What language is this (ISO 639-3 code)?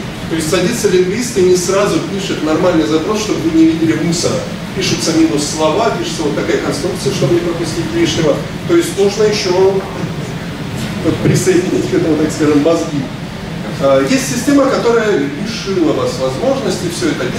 rus